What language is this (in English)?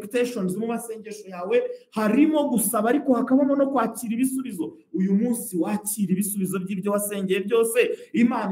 Kinyarwanda